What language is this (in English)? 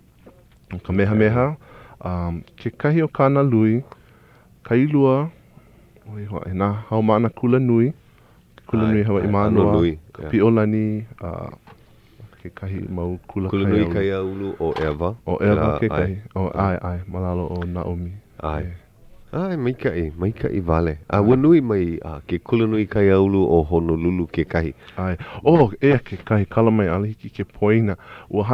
Hawaiian